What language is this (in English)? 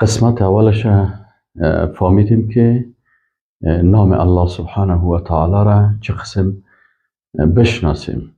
Persian